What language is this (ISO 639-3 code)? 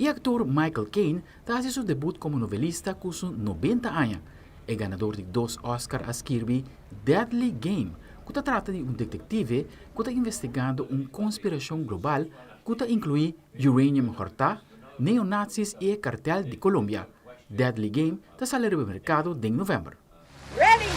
pap